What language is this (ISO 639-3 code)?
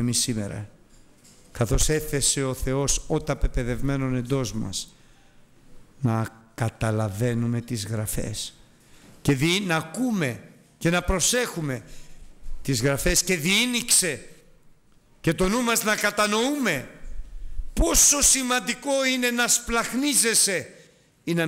ell